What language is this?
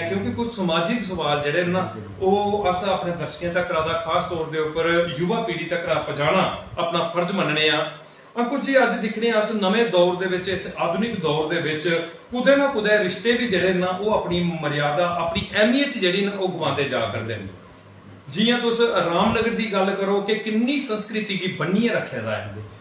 Dogri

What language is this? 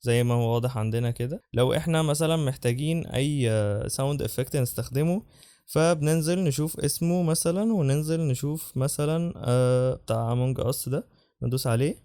Egyptian Arabic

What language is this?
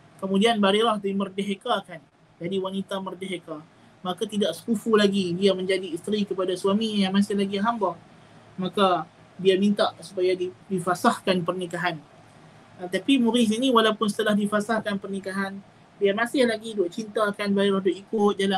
Malay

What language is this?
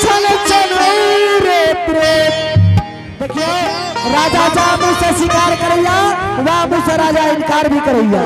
Angika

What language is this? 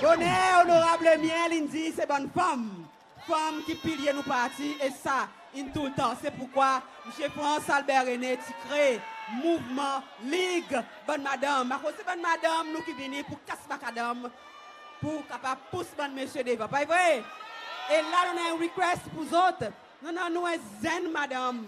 Seselwa Creole French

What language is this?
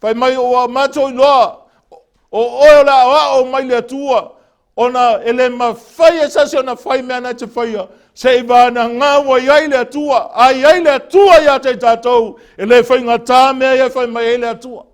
Samoan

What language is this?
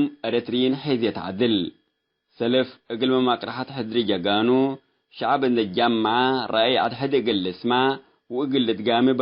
Tigre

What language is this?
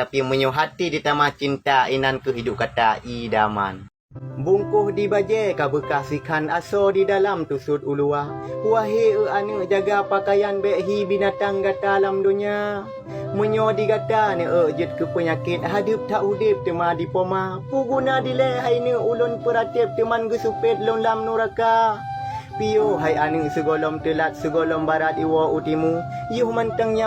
Achinese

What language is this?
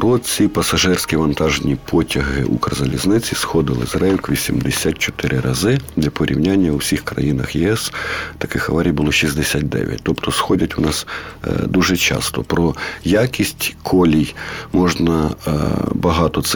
Ukrainian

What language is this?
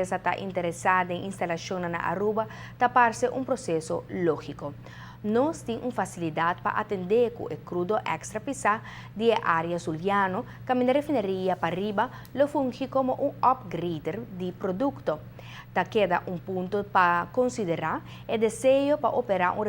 Papiamento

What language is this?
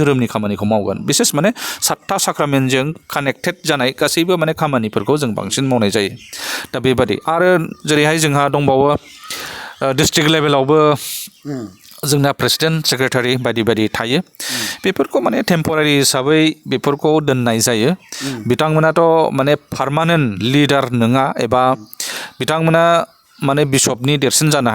Bodo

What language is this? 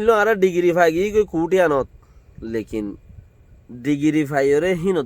Rohingya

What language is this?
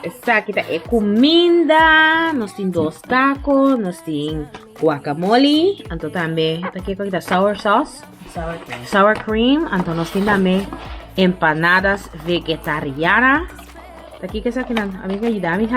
Papiamento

